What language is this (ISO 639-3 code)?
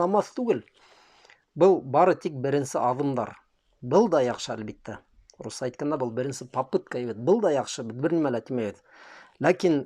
bak